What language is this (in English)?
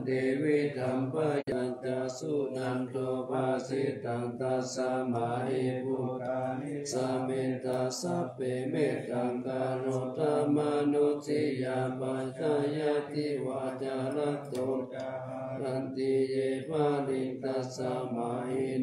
Pali